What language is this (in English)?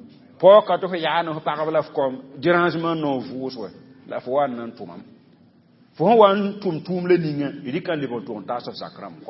Mossi